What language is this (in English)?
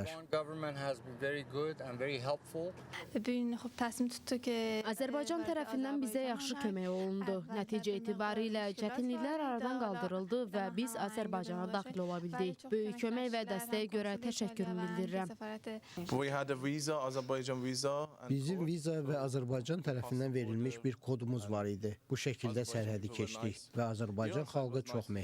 Azerbaijani